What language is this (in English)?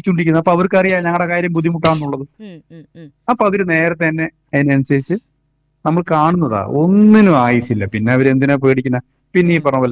Malayalam